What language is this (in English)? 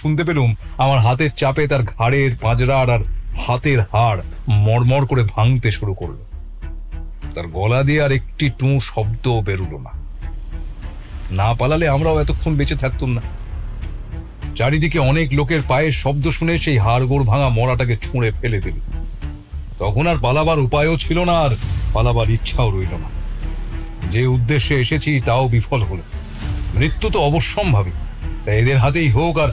Bangla